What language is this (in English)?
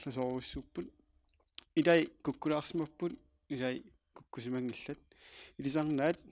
Kalaallisut